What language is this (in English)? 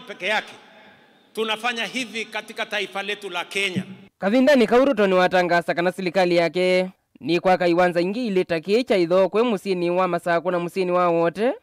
Kamba